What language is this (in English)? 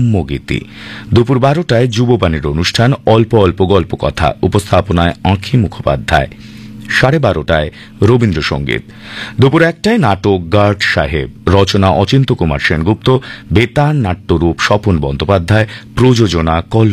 Bangla